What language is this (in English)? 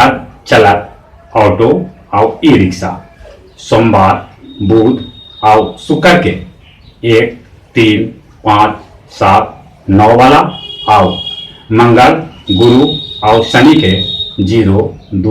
Magahi